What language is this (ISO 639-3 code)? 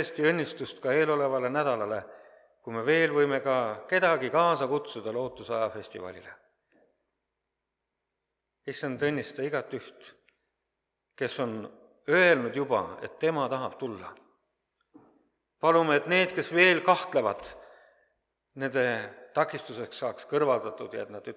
est